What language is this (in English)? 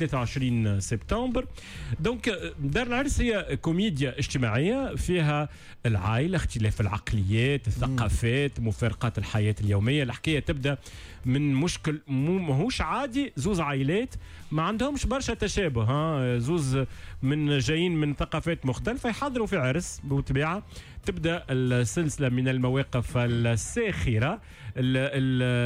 Tunisian Arabic